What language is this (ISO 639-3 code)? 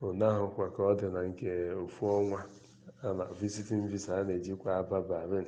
ibo